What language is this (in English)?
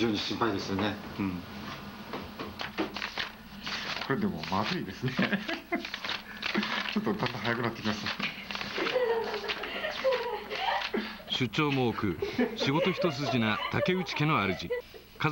Japanese